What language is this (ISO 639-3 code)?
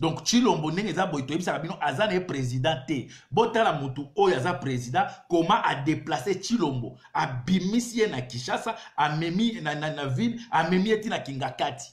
lin